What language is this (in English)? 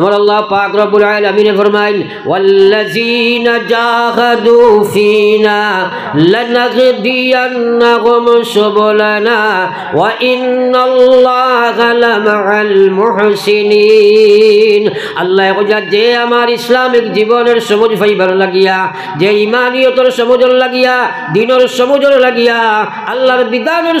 Sylheti